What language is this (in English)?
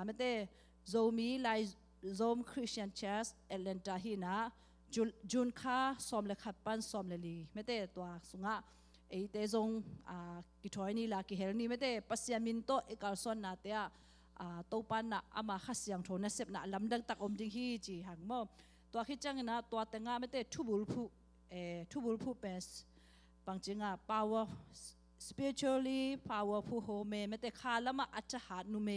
Tedim Chin